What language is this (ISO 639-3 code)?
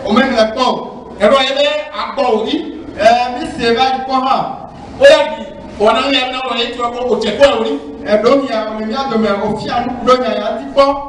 ife